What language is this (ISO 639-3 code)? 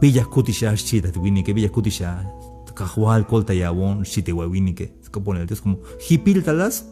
tzh